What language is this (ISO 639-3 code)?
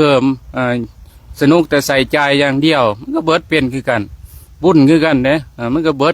lao